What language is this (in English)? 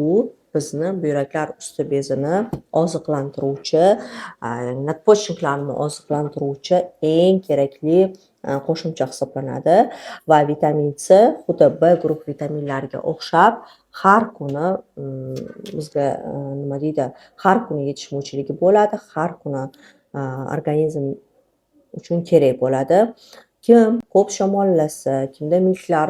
Uzbek